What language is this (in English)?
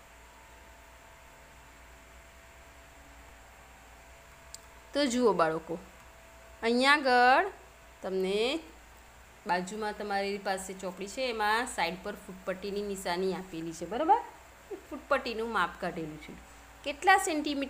Gujarati